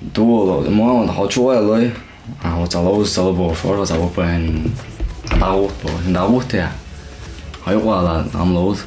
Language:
Chechen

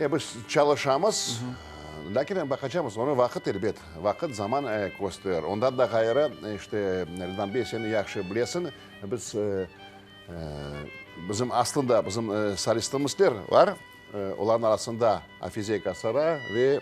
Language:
Crimean Tatar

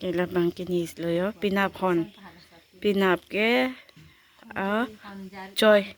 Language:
Karbi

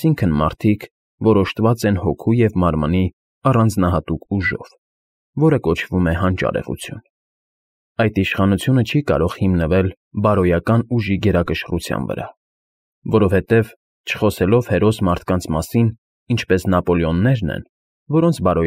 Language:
Armenian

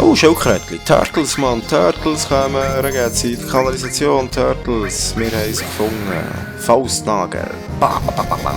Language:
Swiss German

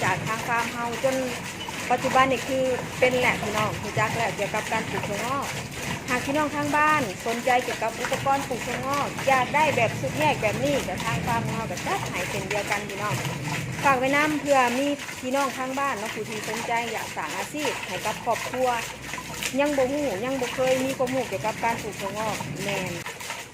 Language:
Northeastern Thai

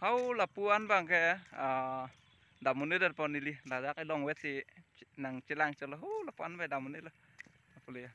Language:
Karbi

